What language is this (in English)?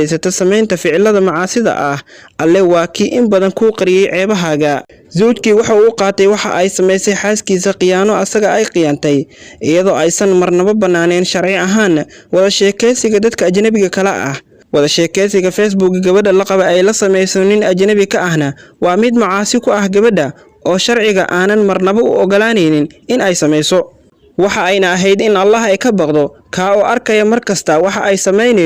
Somali